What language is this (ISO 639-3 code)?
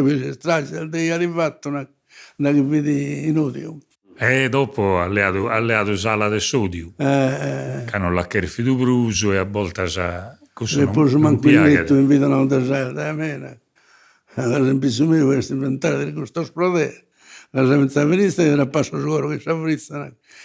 srd